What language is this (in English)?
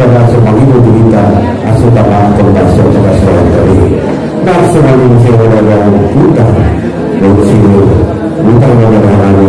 Batak Angkola